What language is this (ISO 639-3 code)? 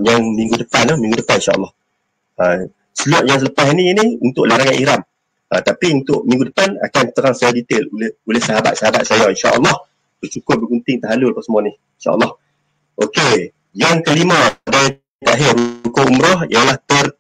msa